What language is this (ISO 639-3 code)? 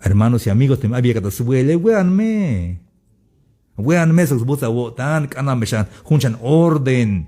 tzh